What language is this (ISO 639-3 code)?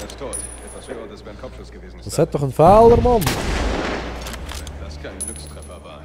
gsw